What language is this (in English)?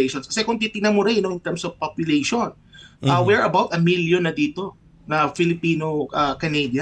Filipino